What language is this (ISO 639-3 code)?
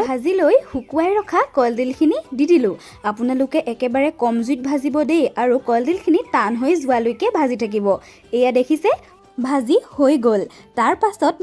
asm